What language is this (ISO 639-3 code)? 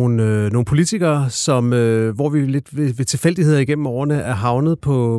dan